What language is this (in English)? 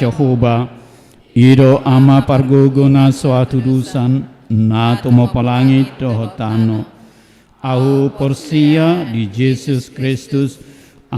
Batak Toba